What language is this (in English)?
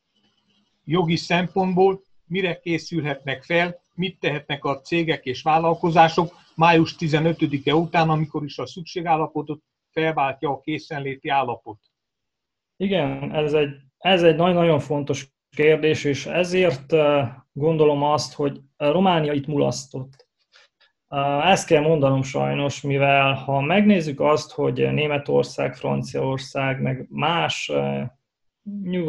Hungarian